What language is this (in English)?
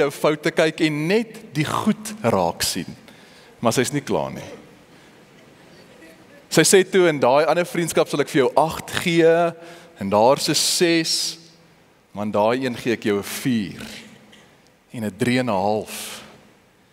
Afrikaans